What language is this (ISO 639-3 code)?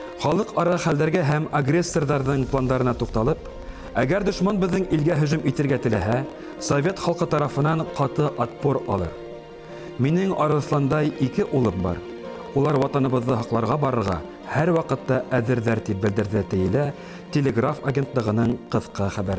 bak